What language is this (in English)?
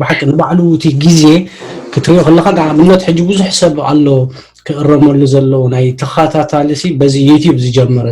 Tigrinya